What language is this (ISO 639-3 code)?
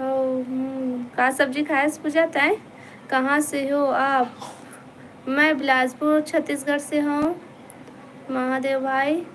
hne